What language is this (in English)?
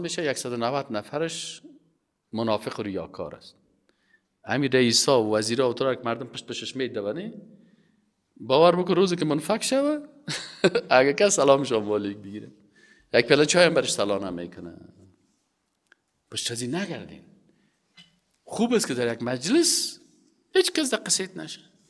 Persian